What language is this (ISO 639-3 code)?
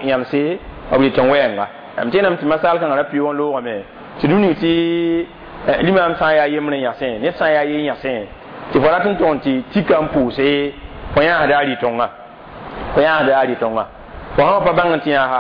mos